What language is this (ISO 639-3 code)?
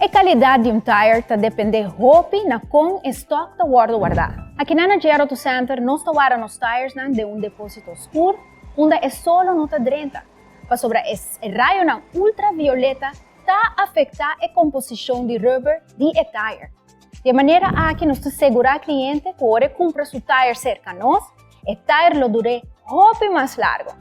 pap